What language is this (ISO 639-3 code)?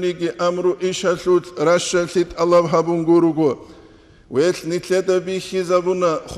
ava